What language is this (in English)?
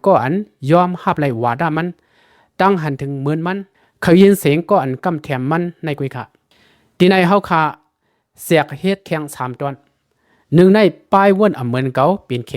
Shan